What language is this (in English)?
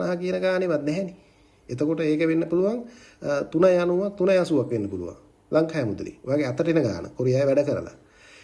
Sinhala